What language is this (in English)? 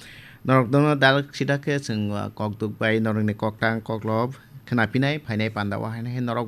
Kok Borok